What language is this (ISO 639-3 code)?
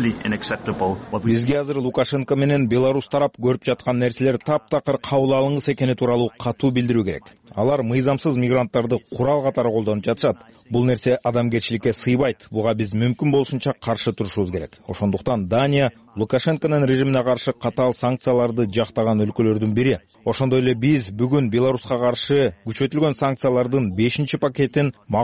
kir